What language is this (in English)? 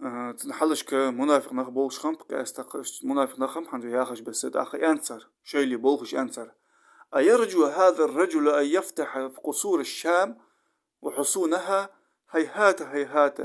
Ingush